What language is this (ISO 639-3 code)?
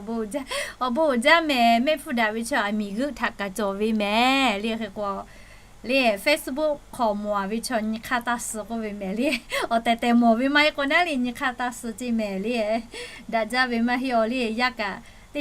lhu